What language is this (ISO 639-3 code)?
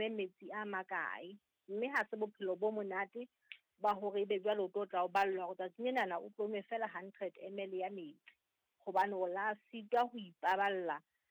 sot